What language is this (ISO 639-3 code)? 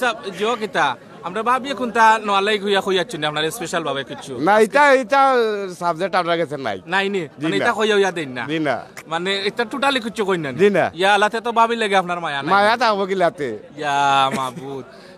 syl